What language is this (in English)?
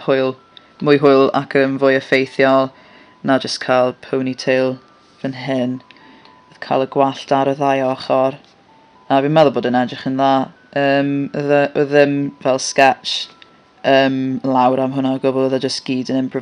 Welsh